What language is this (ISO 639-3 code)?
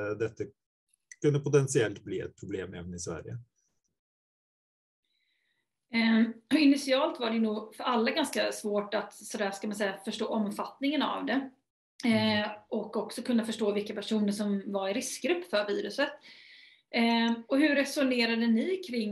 swe